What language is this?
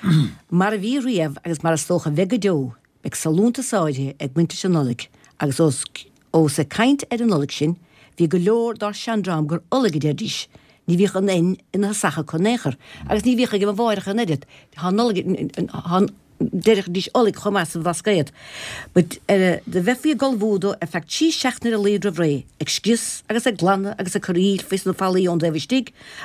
Irish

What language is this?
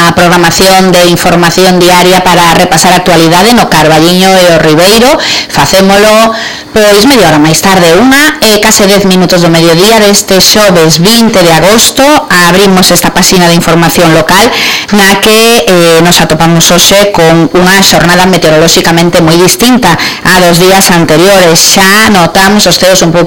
Galician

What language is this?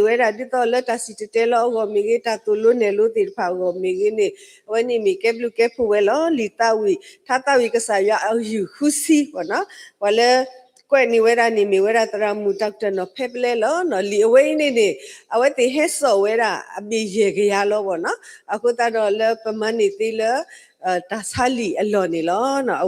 S'gaw Karen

